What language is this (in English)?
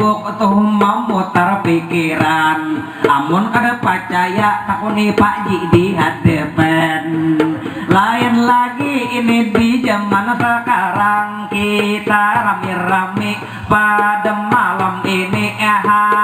Banjar